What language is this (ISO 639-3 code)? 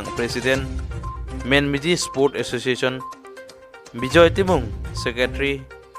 mjw